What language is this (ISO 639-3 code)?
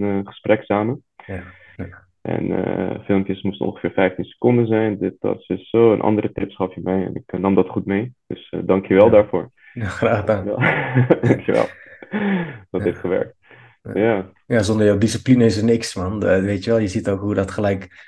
nld